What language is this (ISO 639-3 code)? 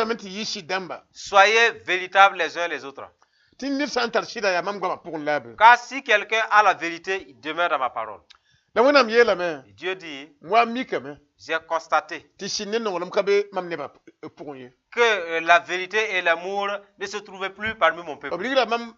mos